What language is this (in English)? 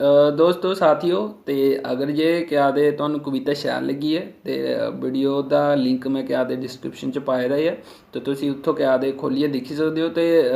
Dogri